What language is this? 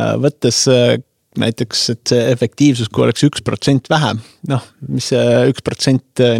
Estonian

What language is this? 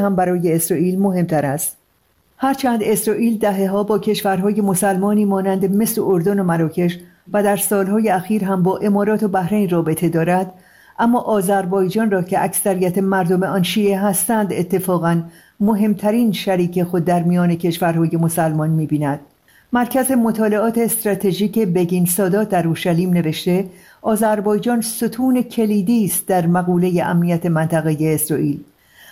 Persian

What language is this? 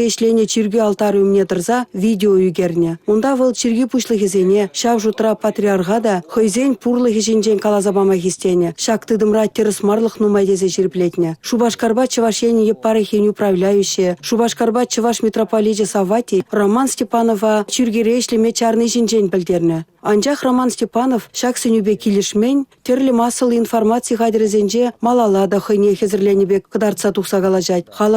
Chuvash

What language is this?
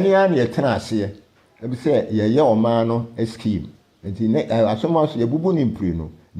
Akan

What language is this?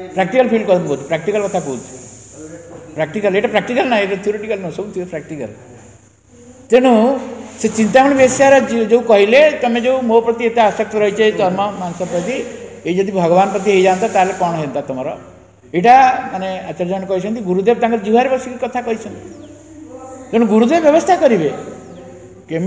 Odia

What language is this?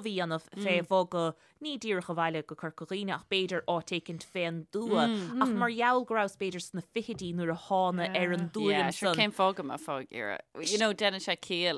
Irish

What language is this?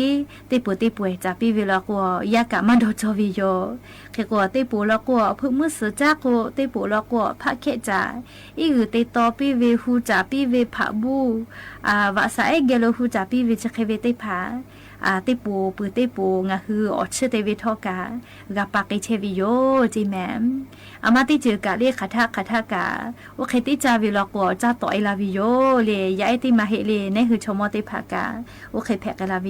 Lahu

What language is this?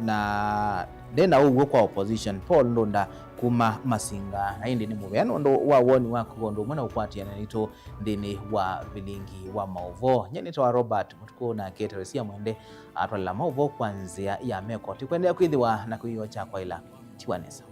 Kamba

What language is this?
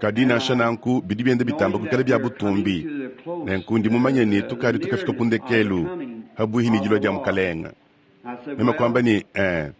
Luba-Lulua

